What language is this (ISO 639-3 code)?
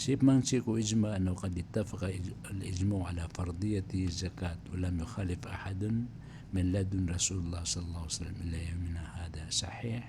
mrw